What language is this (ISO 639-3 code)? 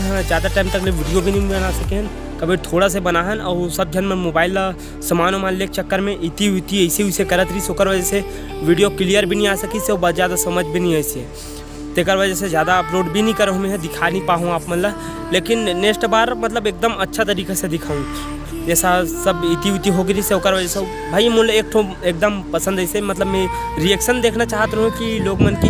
hne